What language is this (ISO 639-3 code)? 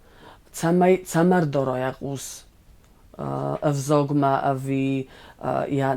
oss